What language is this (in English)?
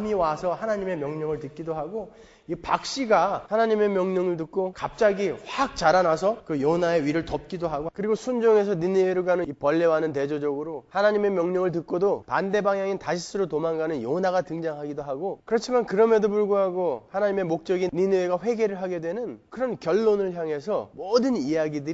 Korean